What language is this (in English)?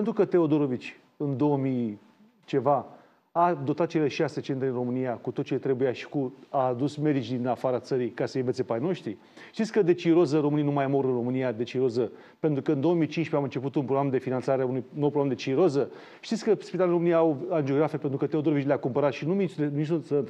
Romanian